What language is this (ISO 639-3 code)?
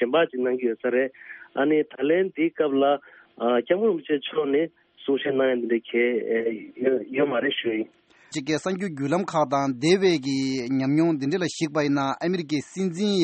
bod